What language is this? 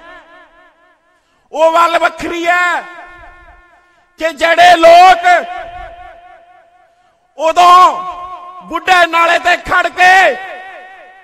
Punjabi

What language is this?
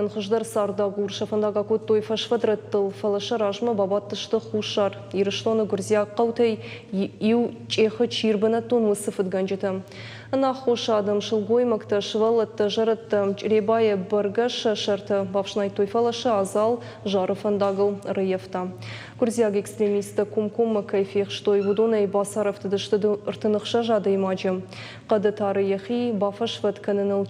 Ossetic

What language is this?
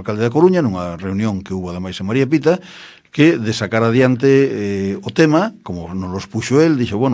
Galician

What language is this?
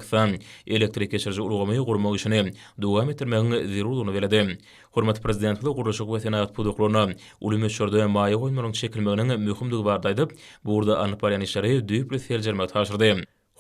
Turkmen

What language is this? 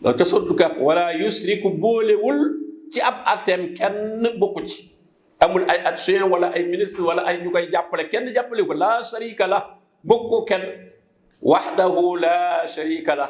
Wolof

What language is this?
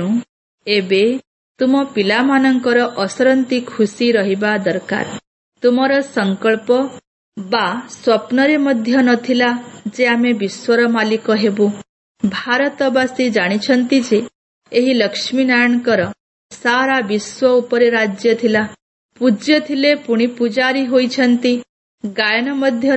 Odia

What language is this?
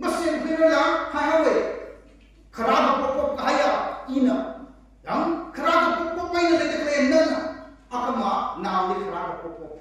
Tangkhul Naga (India)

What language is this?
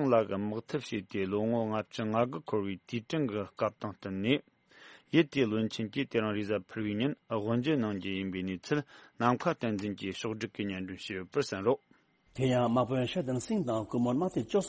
Tibetan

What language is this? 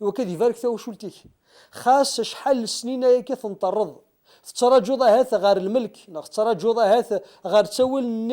Kabyle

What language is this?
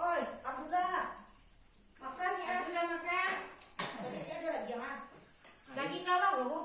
Minangkabau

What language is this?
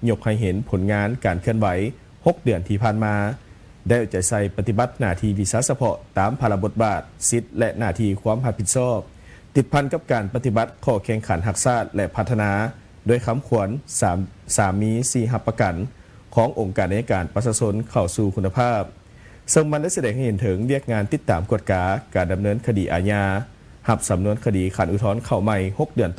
Lao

